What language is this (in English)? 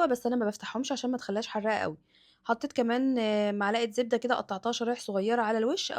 Egyptian Arabic